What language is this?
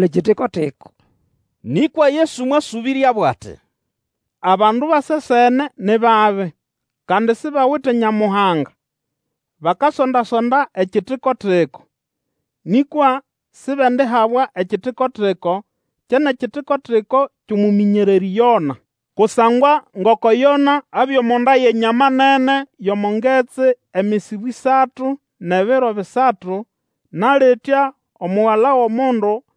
Nande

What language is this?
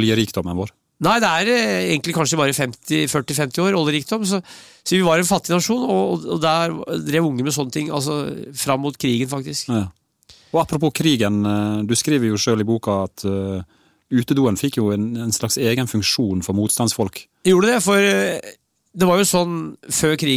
Norwegian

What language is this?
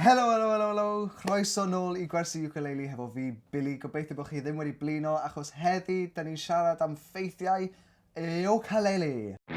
Welsh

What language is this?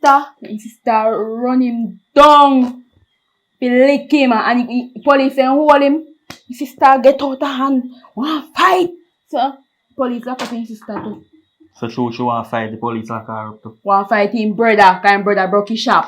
Jamaican Creole English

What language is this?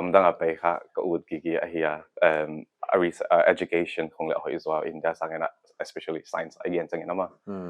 Paite Chin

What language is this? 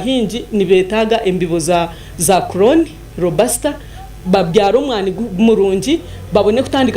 Nyankole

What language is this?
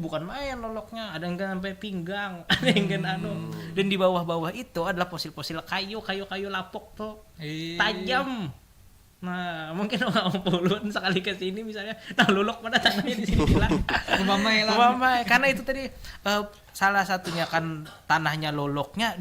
Banjar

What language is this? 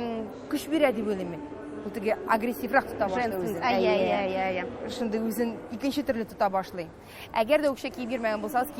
Tatar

